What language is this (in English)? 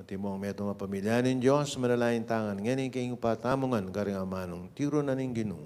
Pampanga